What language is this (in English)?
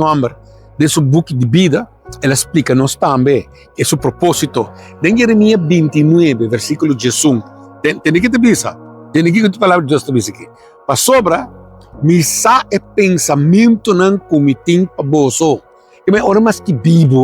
Papiamento